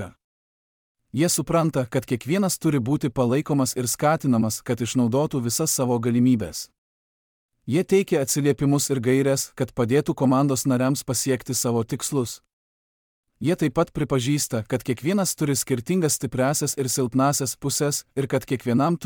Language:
Lithuanian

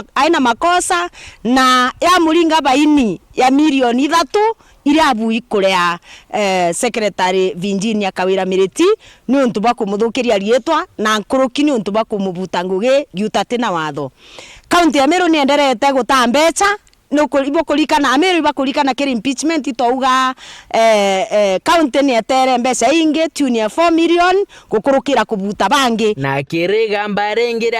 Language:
Meru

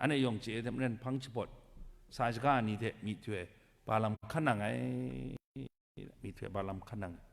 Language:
Kachin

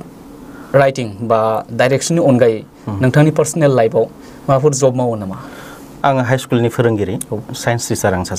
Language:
Bodo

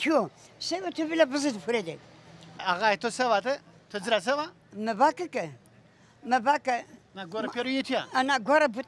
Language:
Zaza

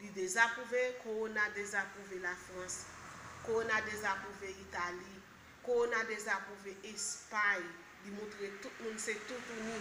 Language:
Haitian Creole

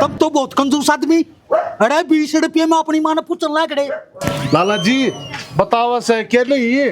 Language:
Haryanvi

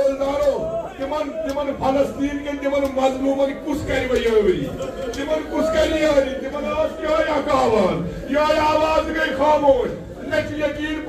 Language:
Kashmiri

